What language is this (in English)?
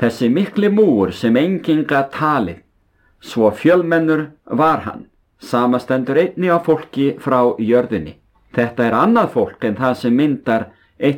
Icelandic